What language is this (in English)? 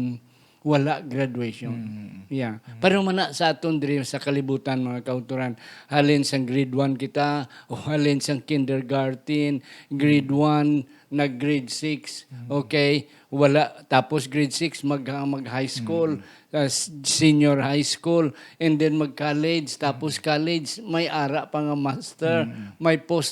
Hiligaynon